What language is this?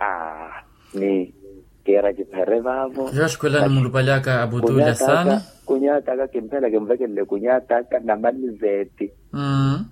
Makhuwa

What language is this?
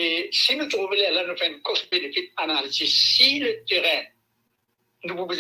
Morisyen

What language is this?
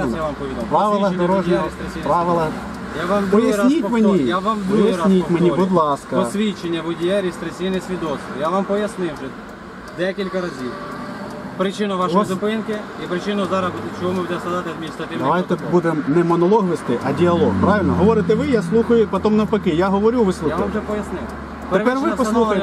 Ukrainian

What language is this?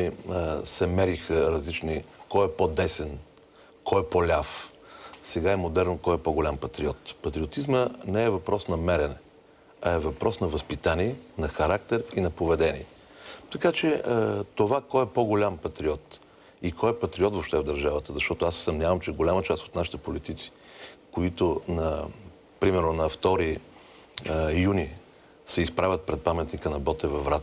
Bulgarian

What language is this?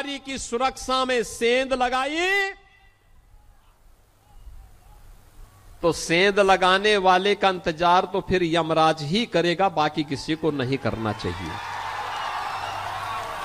Hindi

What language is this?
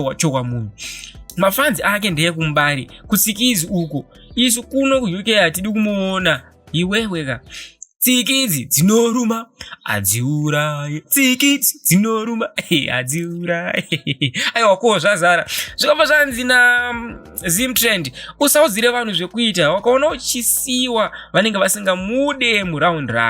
Shona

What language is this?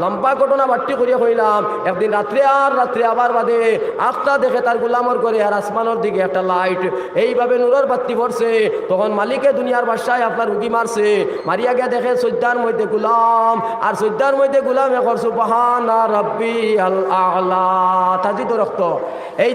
Sylheti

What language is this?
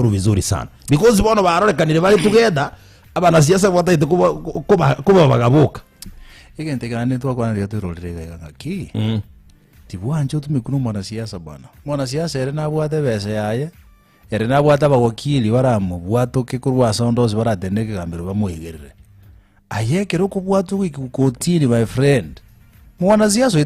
Gusii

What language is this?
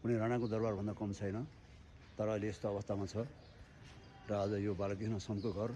Nepali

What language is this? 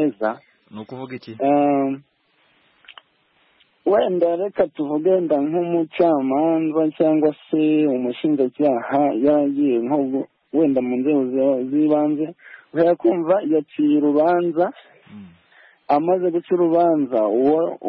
Kinyarwanda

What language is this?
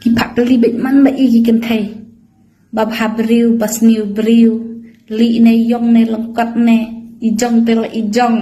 Khasi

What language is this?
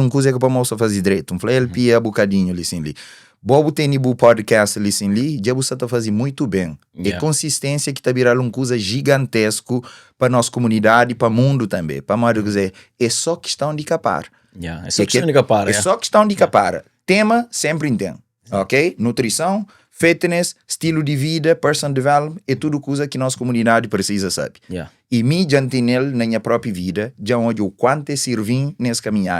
Kabuverdianu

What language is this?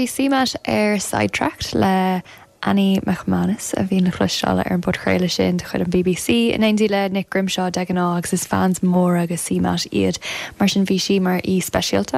Irish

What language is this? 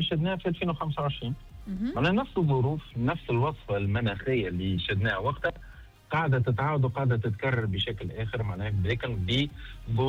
Tunisian Arabic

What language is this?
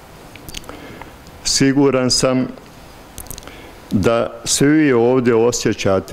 Bosnian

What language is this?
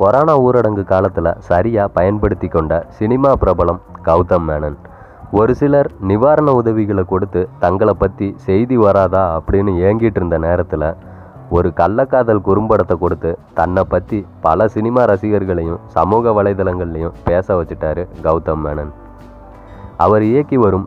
Tamil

